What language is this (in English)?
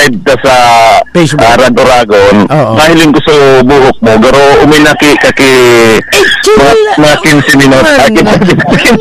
Bikol